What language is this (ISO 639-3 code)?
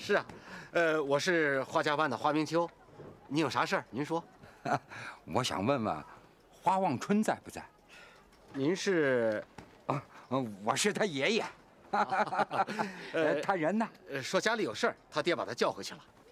zho